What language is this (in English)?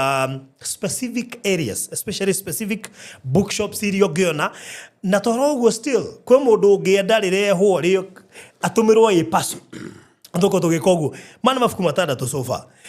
Kikuyu